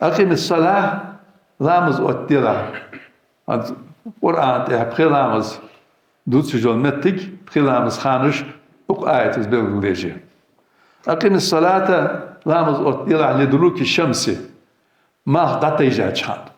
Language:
Ingush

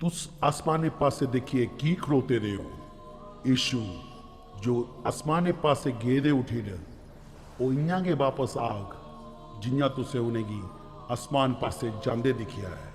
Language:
Dogri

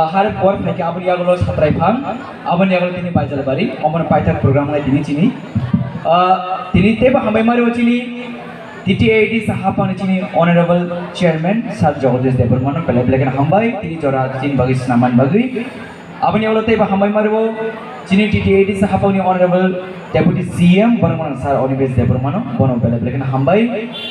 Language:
Kok Borok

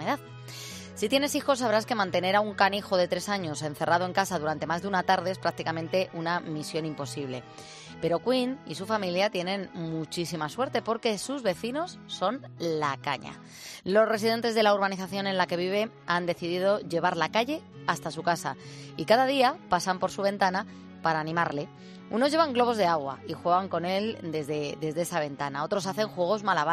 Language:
Spanish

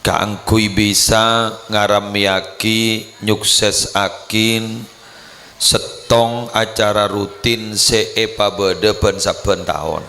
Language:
Madurese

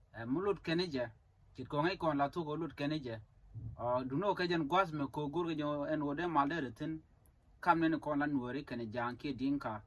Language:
Nuer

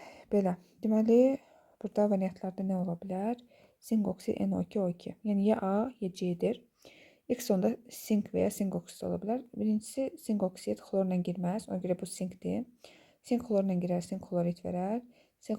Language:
Azerbaijani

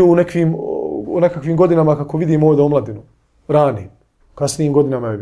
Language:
Bosnian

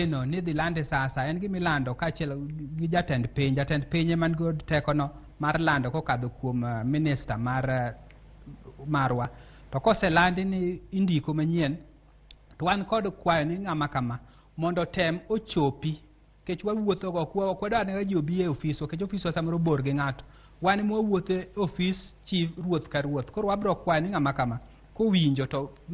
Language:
Luo (Kenya and Tanzania)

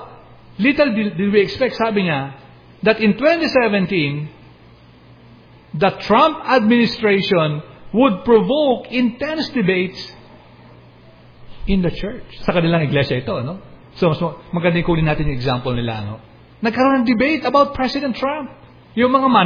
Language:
Filipino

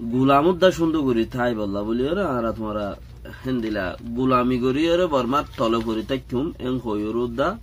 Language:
Rohingya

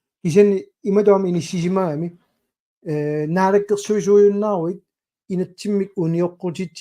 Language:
Kalaallisut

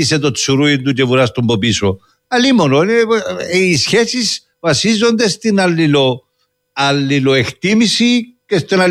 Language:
Greek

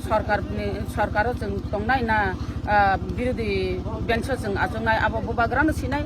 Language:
Kok Borok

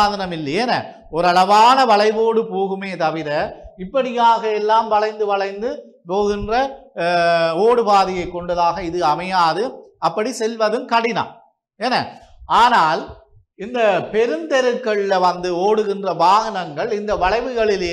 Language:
Tamil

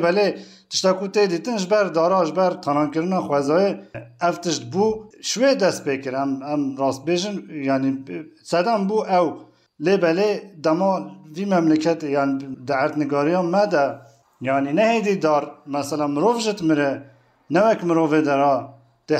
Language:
Kurdish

